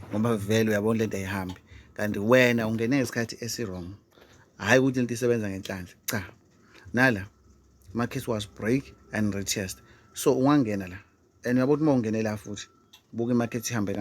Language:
Zulu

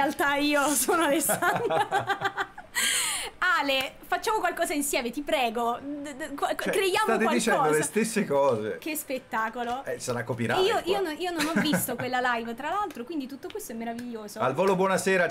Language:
Italian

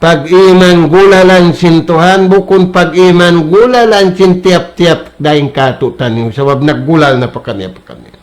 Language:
Tausug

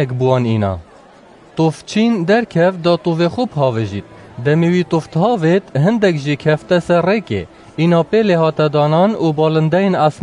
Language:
Kurdish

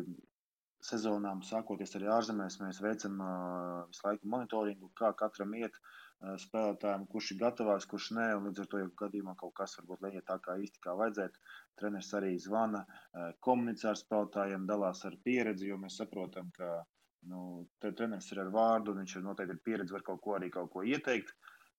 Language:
Latvian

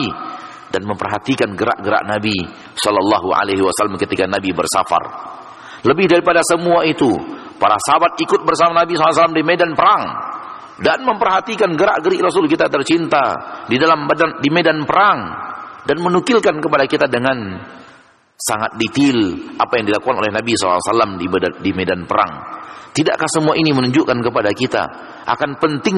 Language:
Indonesian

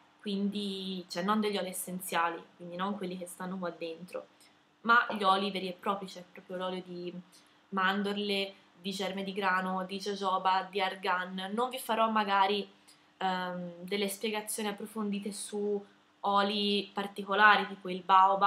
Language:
Italian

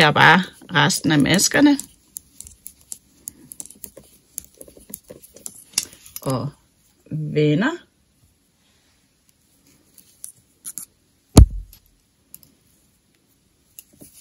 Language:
Danish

